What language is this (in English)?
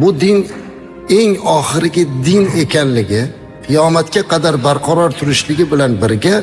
Uzbek